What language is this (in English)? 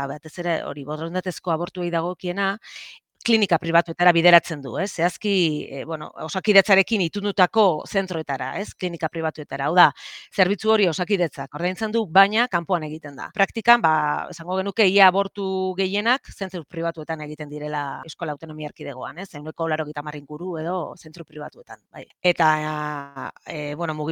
Basque